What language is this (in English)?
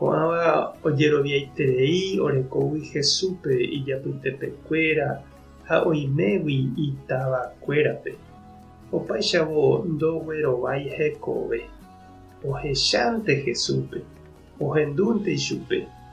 Guarani